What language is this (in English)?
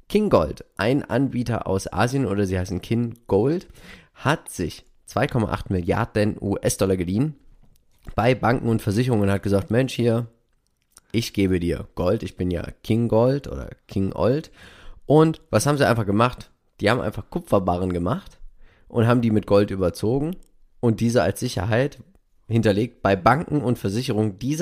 German